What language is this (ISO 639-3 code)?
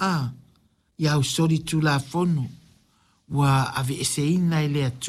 smo